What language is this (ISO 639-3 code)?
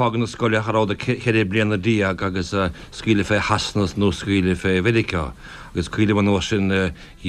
gle